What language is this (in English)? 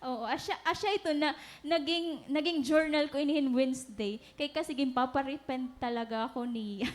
Waray